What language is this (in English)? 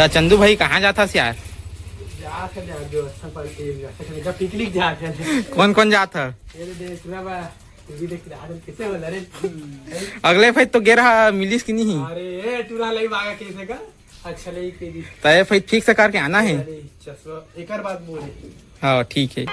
Chhattisgarhi